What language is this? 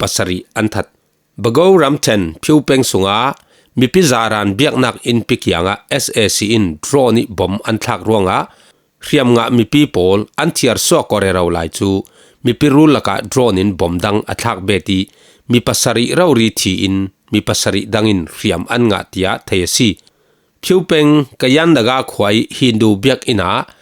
Falam Chin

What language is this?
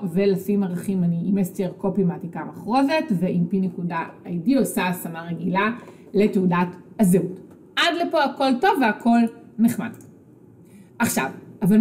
Hebrew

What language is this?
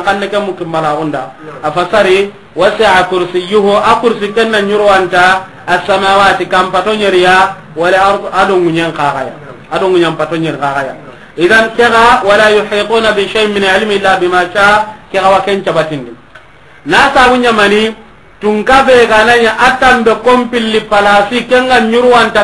Soninke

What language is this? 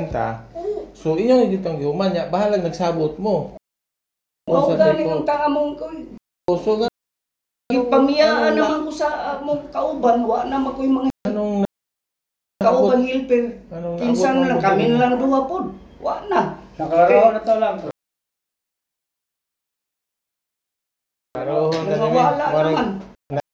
Cebuano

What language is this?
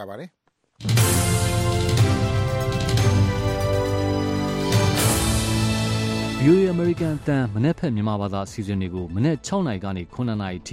Burmese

